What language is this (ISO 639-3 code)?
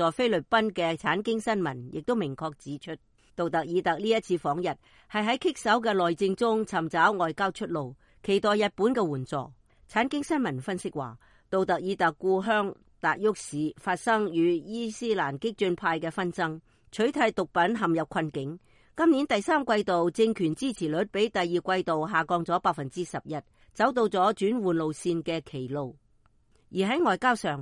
yue